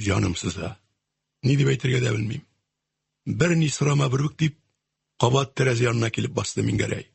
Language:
Tatar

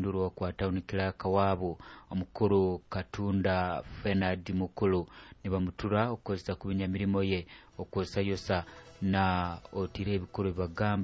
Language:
Nyoro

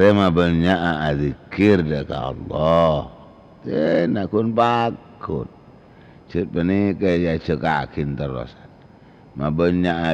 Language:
Madurese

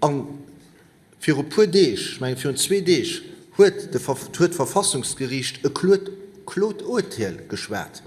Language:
Luxembourgish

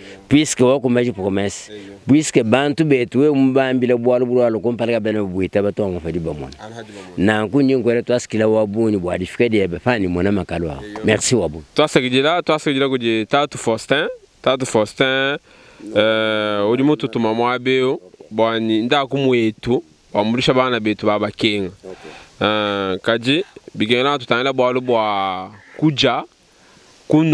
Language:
Luba-Lulua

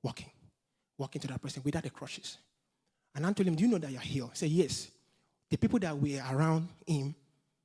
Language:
English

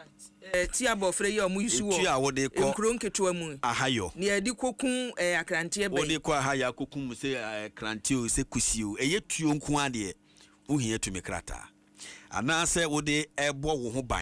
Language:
Akan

